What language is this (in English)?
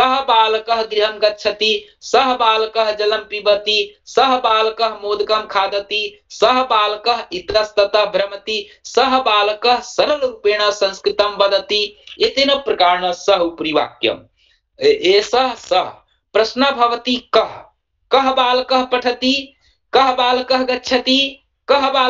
Sanskrit